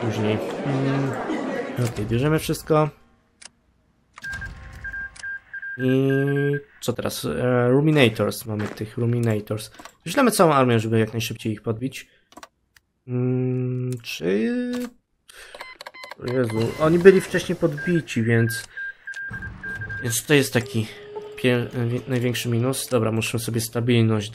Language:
Polish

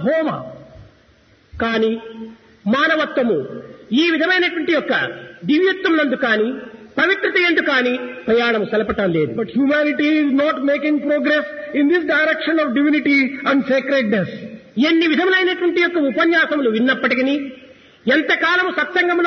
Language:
Telugu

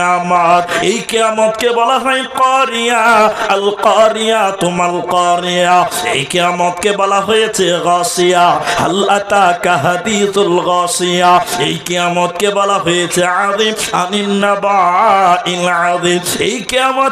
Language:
Bangla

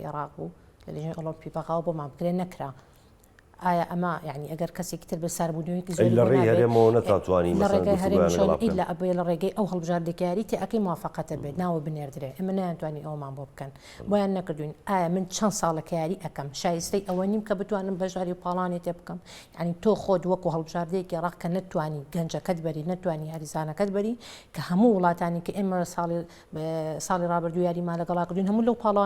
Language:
Central Kurdish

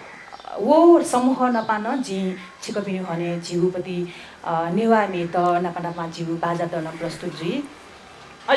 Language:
Newari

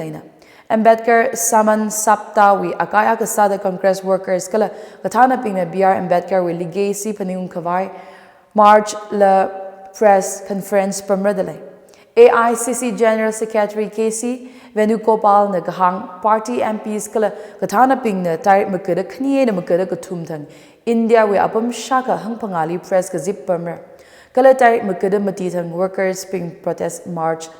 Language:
Tangkhul Naga (India)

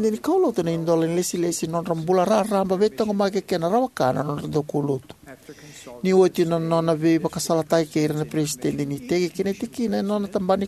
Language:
Fijian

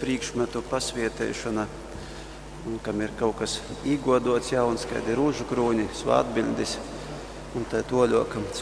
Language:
Latgalian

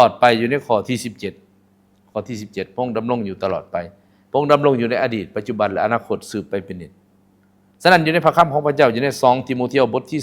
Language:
Lao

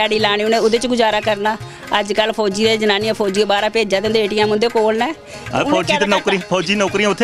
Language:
Dogri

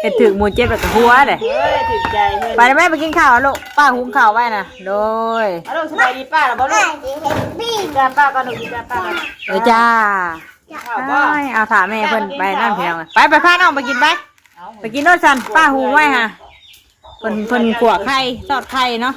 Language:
Northeastern Thai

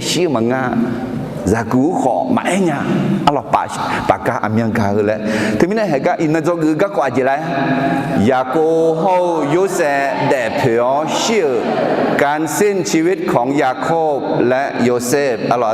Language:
Akha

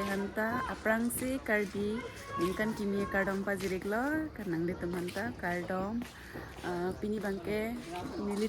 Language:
Karbi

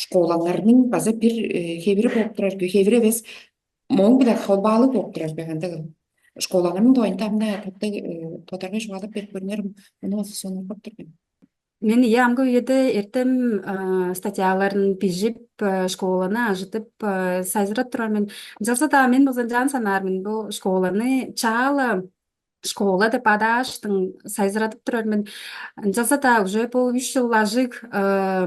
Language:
Tuvinian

